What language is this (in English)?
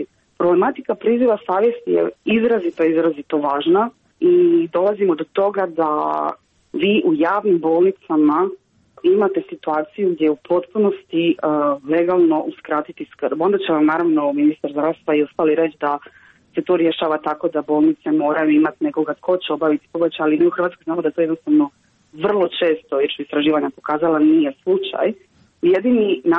Croatian